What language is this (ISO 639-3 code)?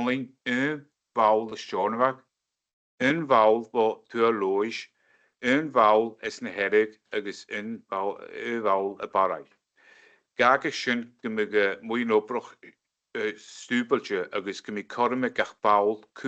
gla